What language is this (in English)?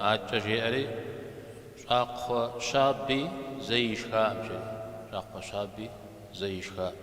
Kabardian